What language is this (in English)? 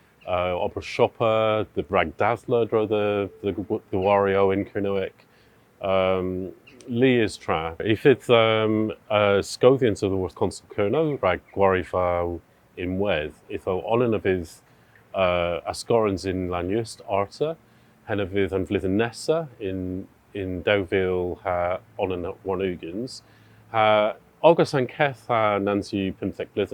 Cornish